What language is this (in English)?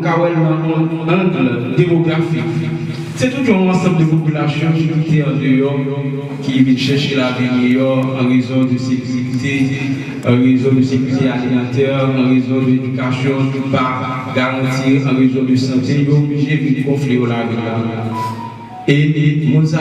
Haitian Creole